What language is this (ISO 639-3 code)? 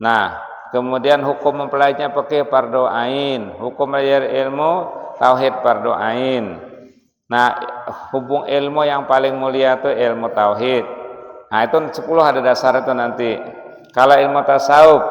bjn